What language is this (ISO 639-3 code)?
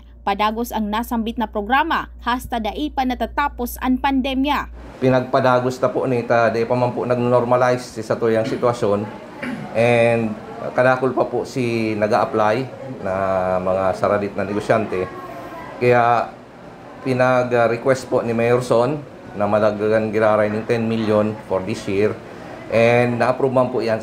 bik